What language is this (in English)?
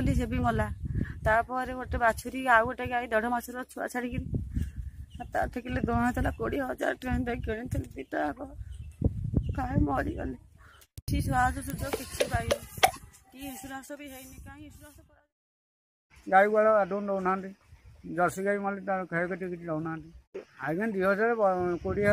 Odia